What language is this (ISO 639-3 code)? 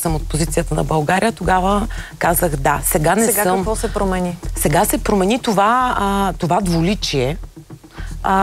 bul